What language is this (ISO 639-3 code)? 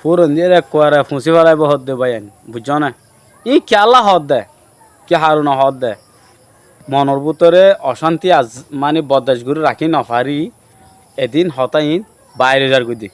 rhg